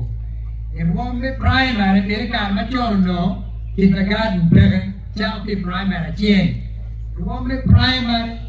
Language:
Acoli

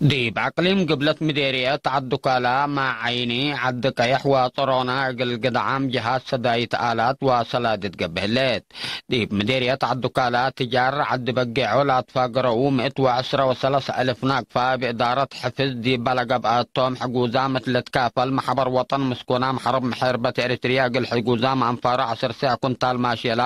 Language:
Tigre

